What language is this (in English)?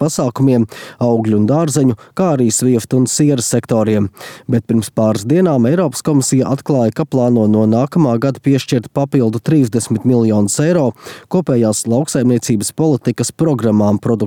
Latvian